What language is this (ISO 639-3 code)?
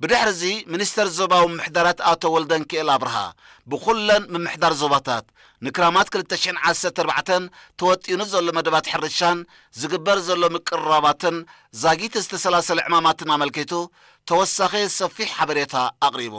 tir